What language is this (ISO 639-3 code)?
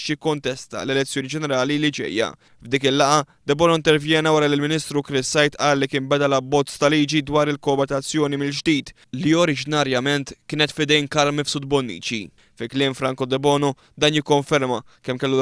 mlt